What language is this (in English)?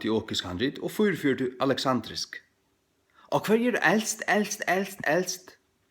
Faroese